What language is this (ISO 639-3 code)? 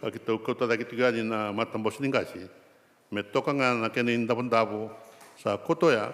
fij